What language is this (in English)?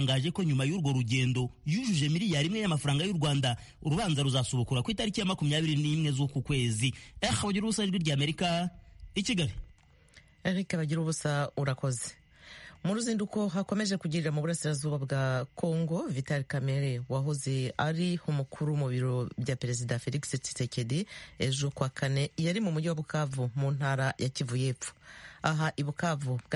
Kinyarwanda